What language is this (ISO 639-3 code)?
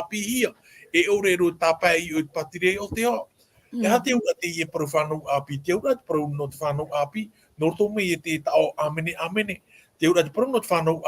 tah